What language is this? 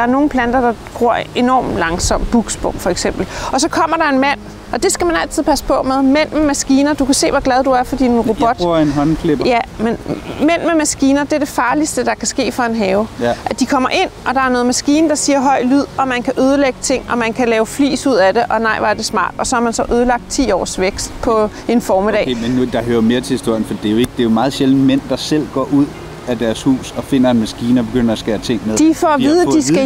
Danish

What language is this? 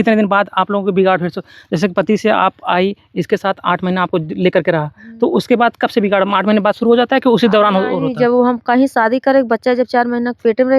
Bhojpuri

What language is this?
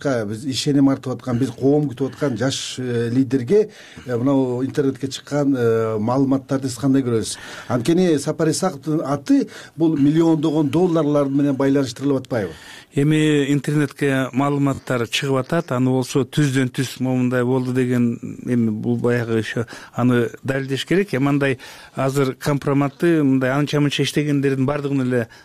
Kyrgyz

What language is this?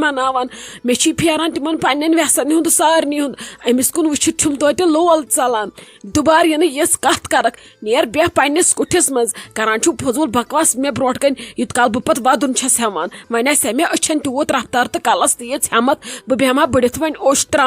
Kashmiri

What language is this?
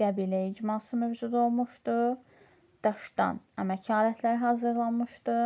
Azerbaijani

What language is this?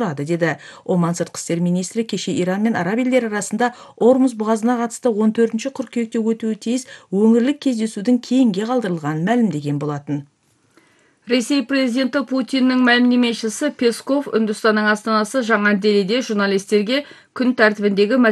Kazakh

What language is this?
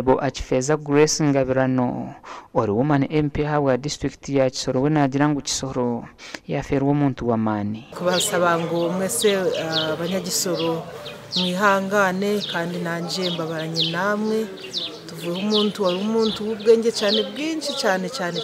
Nyankole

